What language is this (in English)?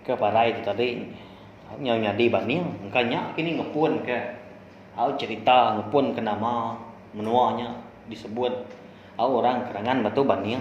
Iban